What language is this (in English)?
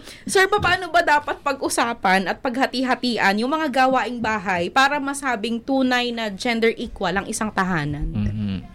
Filipino